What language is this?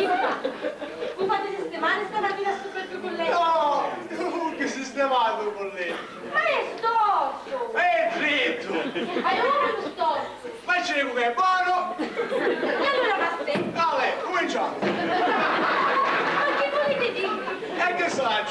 Sicilian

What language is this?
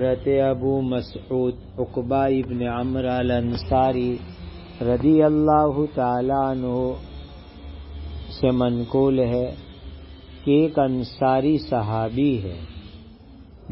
Urdu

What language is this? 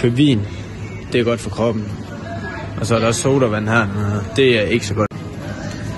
Danish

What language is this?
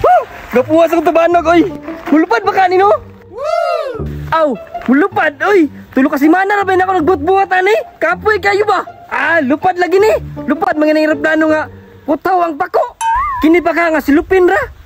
Cebuano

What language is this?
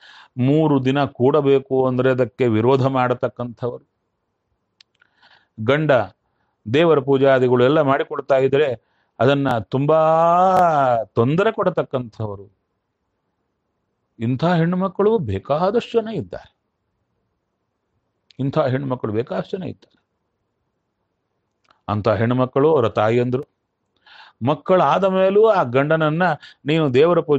Kannada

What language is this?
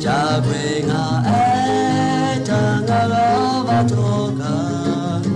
Lahu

